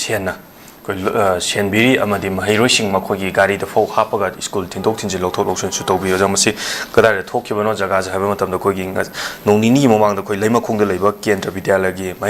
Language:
Manipuri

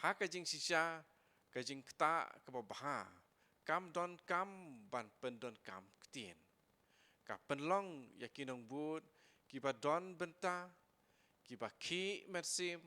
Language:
Khasi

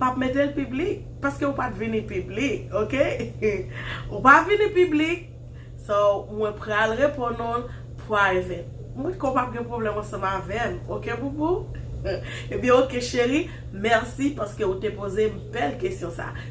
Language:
Haitian Creole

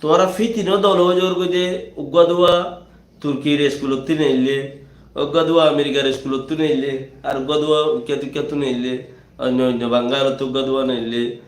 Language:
Rohingya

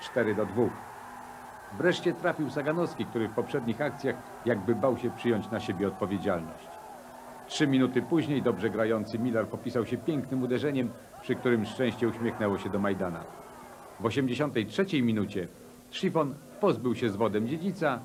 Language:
Polish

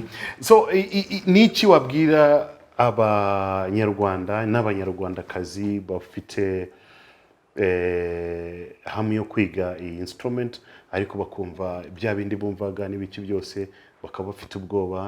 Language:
Kinyarwanda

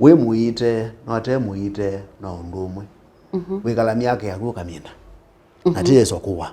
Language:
Kamba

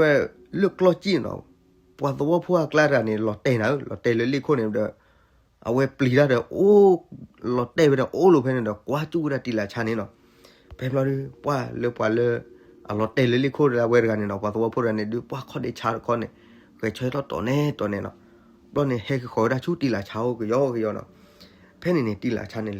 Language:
S'gaw Karen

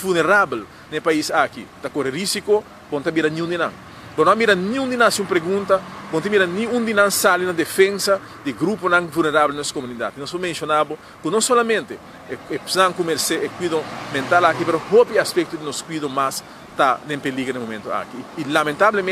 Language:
Papiamento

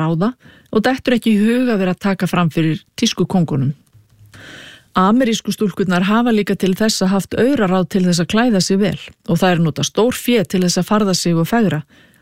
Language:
Icelandic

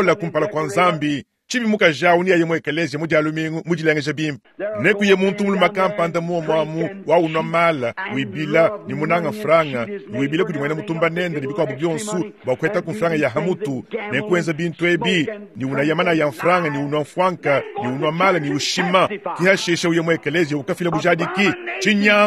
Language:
Luba-Lulua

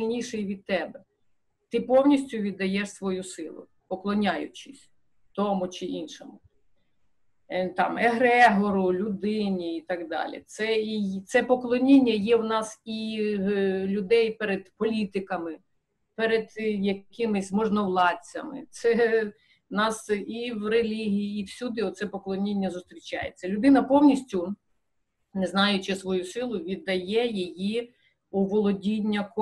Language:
Ukrainian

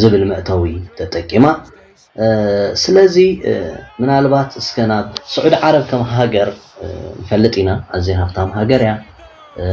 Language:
Tigrinya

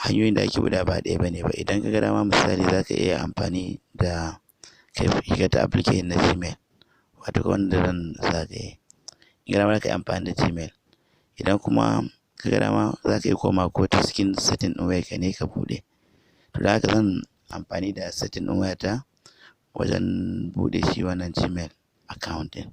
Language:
Hausa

